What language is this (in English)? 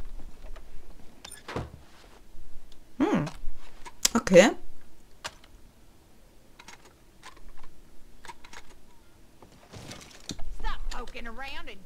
German